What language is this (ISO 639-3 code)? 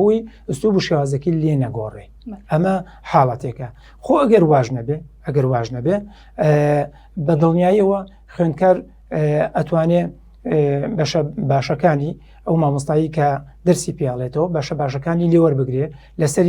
ckb